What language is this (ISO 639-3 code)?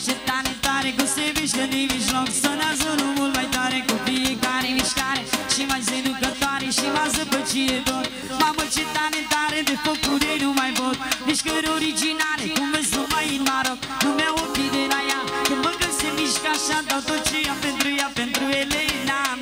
ron